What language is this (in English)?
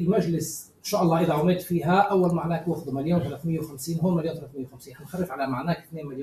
North Levantine Arabic